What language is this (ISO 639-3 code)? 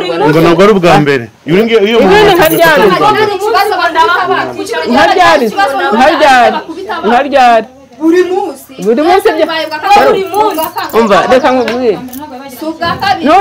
kin